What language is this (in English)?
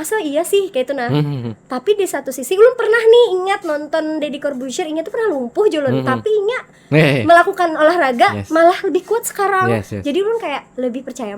Banjar